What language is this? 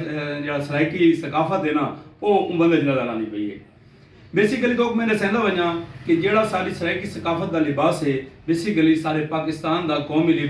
Saraiki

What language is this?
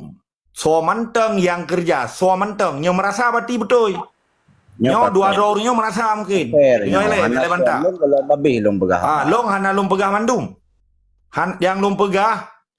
Achinese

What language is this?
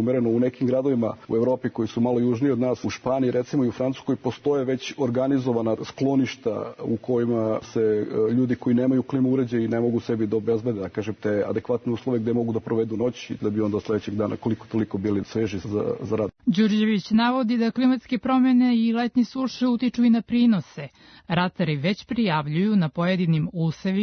Serbian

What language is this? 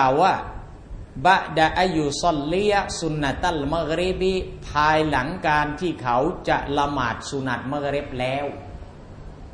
Thai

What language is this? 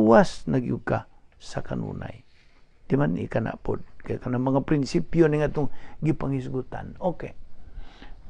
Cebuano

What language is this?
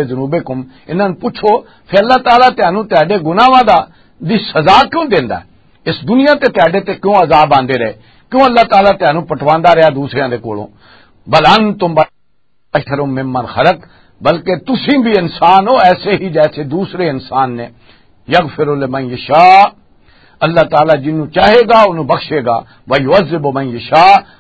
Western Panjabi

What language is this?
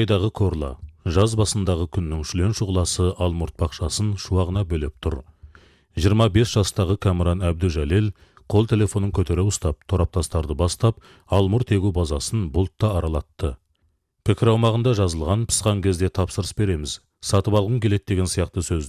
Kazakh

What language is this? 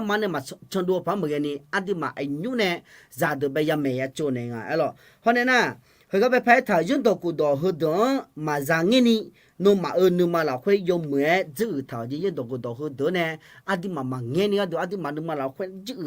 Akha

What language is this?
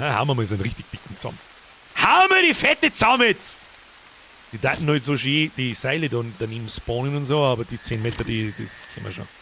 Bavarian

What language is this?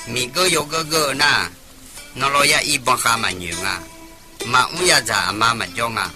Akha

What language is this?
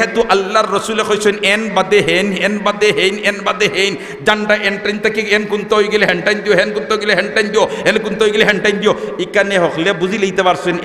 Sylheti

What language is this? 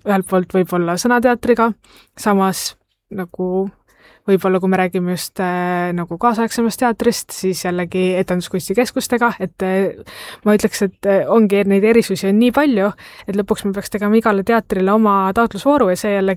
Estonian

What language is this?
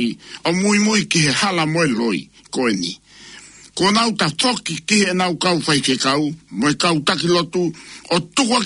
Tongan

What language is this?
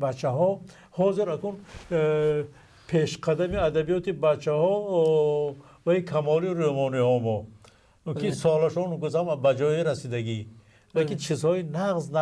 Tajik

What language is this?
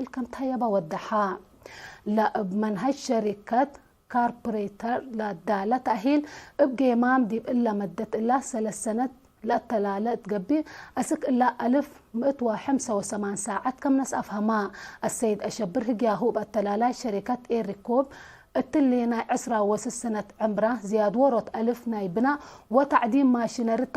Tigre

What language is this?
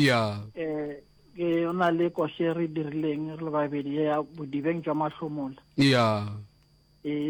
Northern Sotho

